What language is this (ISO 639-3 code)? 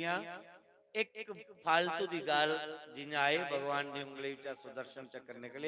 doi